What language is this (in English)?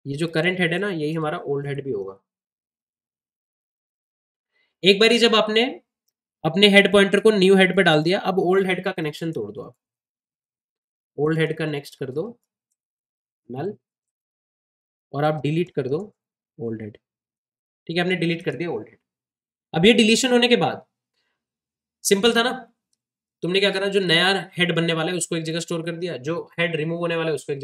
Hindi